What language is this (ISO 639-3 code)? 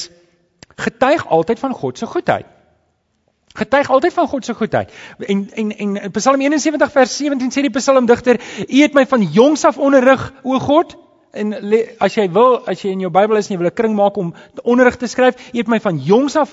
afr